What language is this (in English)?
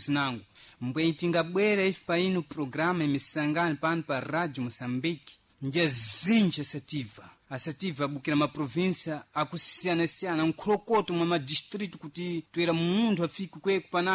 Sena